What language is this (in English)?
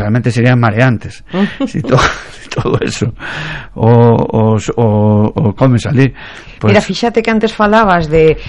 Galician